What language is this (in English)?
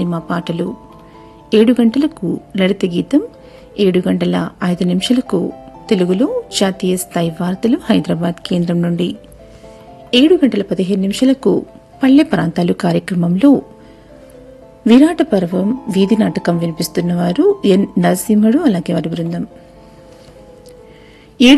Telugu